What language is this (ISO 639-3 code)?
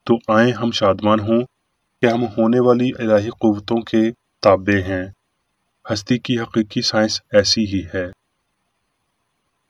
urd